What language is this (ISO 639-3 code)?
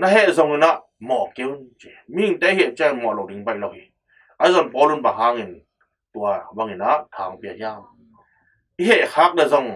ctd